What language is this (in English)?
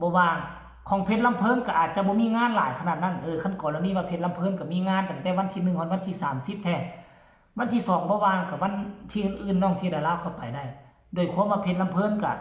Northeastern Thai